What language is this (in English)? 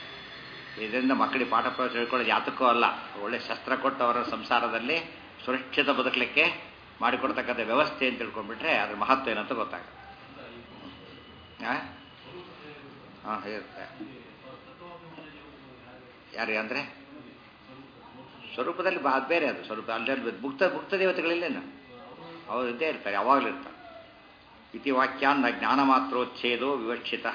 Kannada